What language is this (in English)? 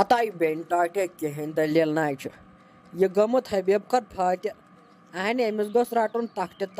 Kashmiri